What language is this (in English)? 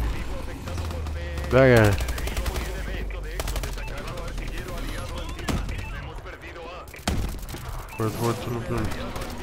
Bulgarian